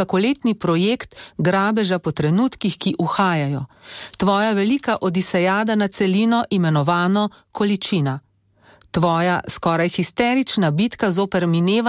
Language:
Slovenian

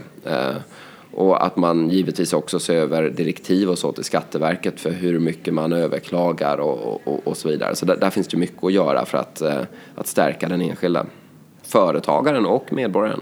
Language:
Swedish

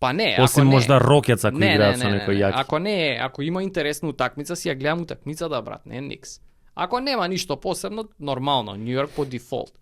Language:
Macedonian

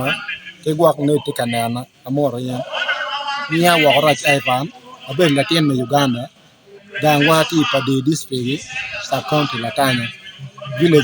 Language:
Acoli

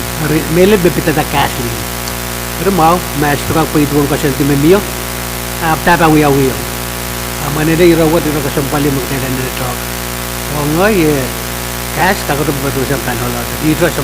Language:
Pohnpeian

